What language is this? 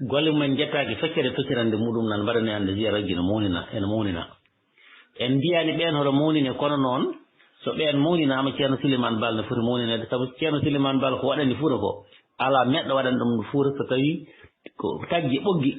Fula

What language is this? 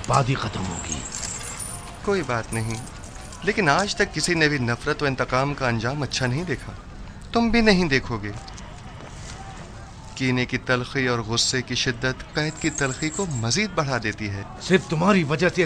Hindi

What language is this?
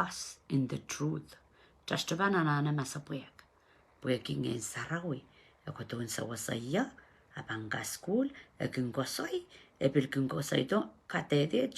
Pohnpeian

